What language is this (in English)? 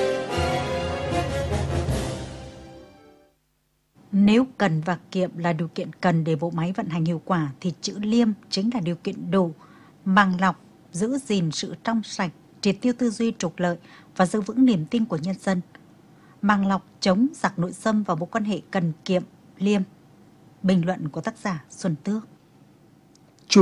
Vietnamese